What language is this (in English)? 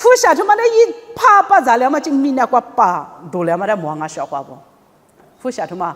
Lisu